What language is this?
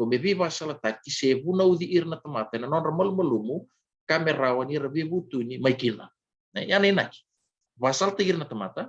Fijian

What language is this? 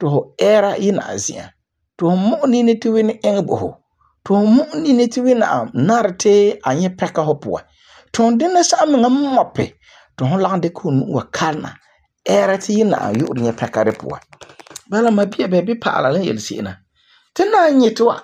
Frafra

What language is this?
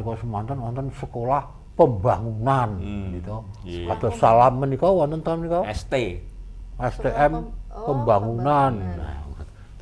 Javanese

